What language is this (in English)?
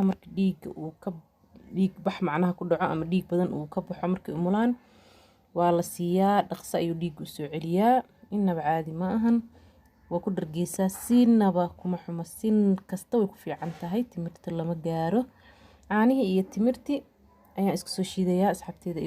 Somali